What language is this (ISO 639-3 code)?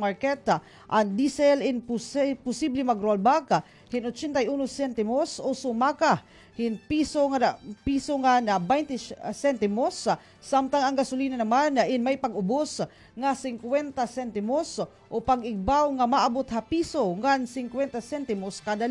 war